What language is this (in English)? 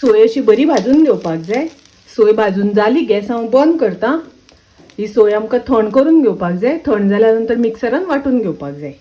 Konkani